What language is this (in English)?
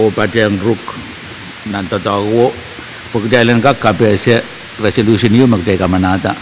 Pohnpeian